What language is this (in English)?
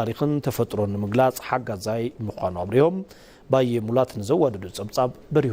Tigrinya